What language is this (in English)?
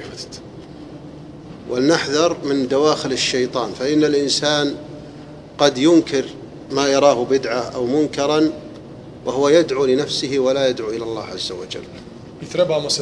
Bosnian